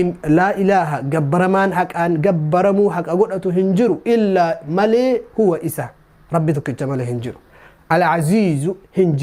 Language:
Oromo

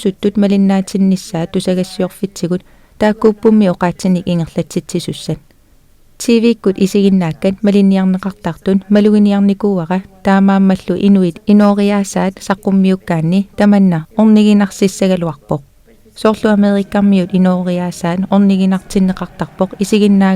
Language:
Kalaallisut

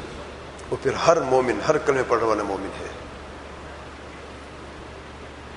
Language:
Urdu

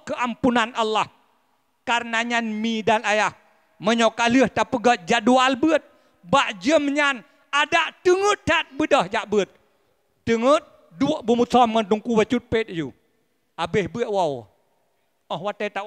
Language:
Achinese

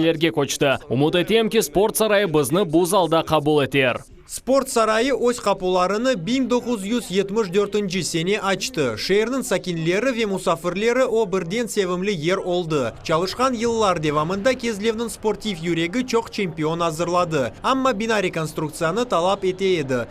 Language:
Crimean Tatar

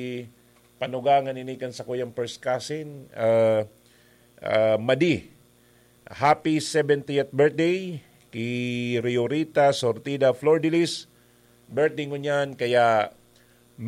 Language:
Bikol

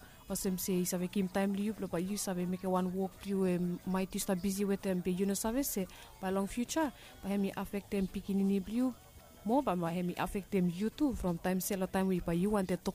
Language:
Bislama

